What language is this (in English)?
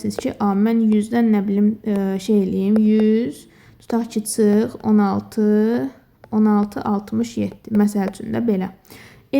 Azerbaijani